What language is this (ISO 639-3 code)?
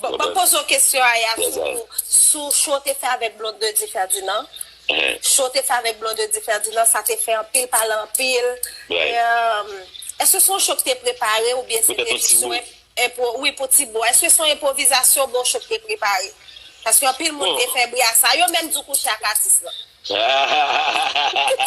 hat